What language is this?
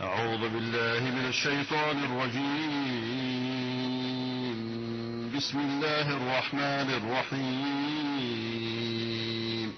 Persian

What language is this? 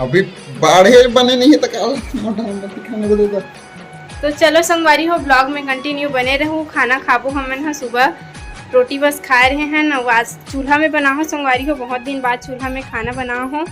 Chhattisgarhi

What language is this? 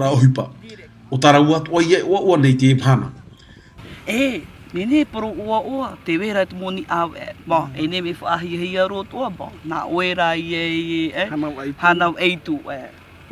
Tahitian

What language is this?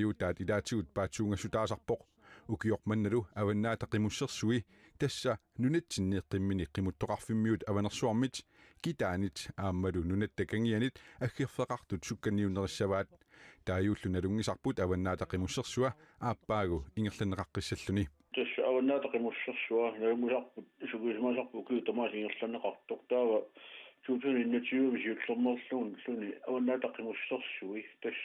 Kalaallisut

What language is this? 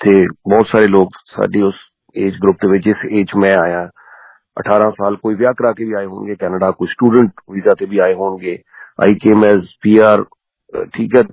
Punjabi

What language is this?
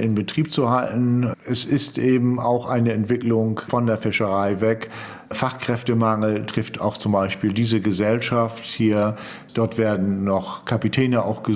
German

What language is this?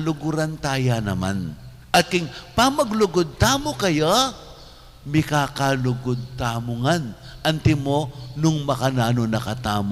Pampanga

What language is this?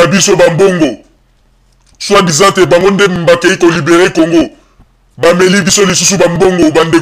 Lingala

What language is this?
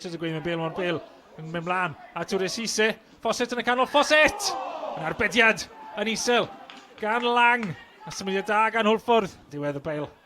Welsh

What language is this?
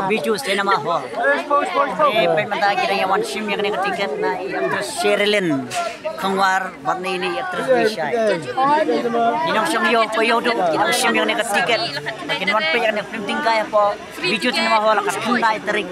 Khasi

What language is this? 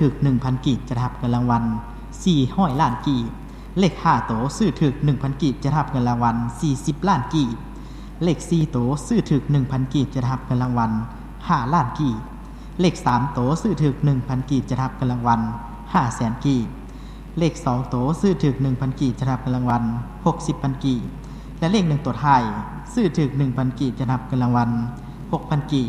Lao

